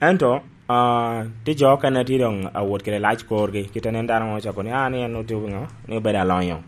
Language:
Lango (Uganda)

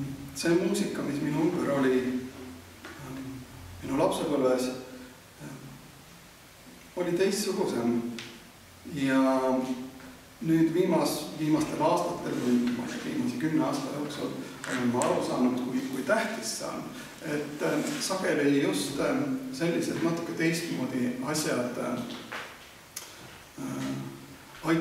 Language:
Estonian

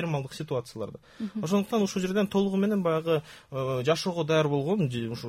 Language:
Kyrgyz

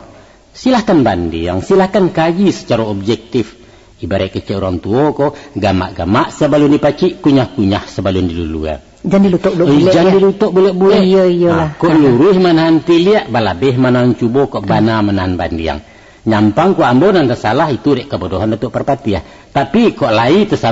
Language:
Minangkabau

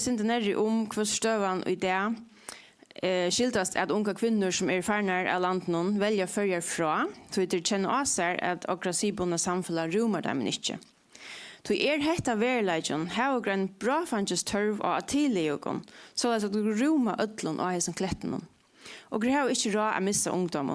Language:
Faroese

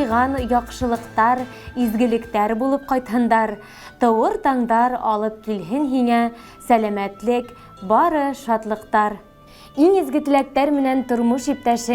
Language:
Bashkir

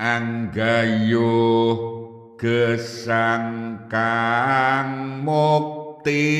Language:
Javanese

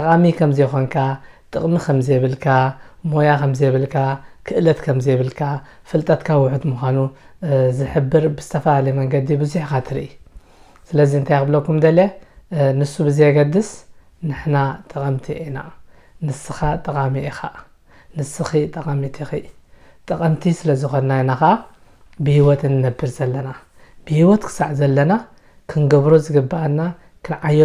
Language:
Tigrinya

